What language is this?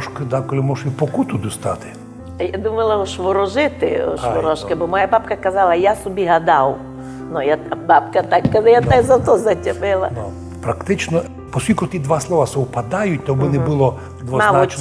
Rusyn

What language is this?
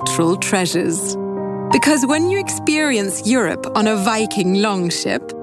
English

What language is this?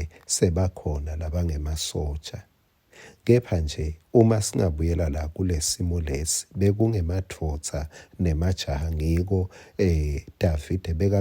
Swati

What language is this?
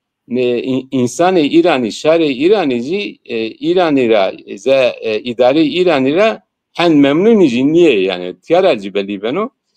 Zaza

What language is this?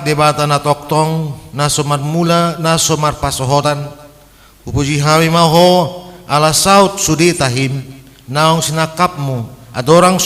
Batak Toba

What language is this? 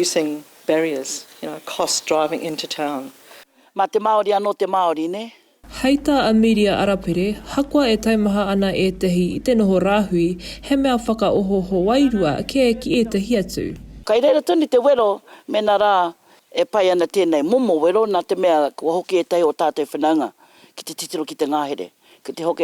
Māori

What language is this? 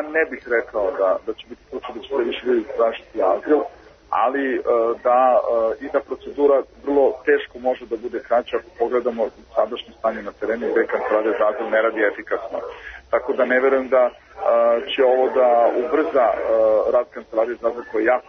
Serbian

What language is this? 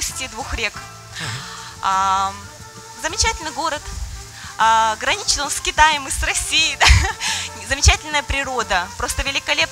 Russian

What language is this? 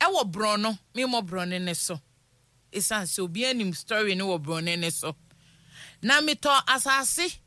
Akan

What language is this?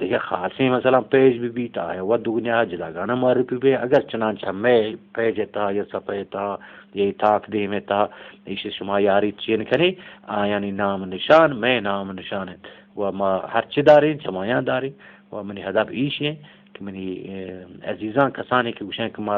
Eastern Balochi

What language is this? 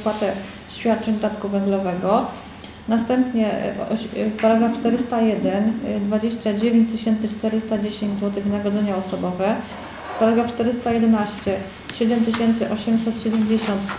Polish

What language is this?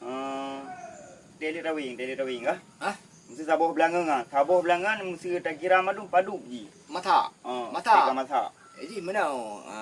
Achinese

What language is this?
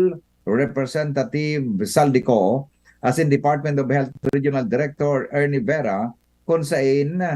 Bikol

